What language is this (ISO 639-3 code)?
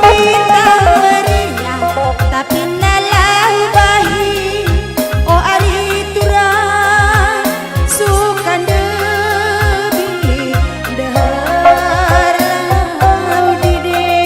btx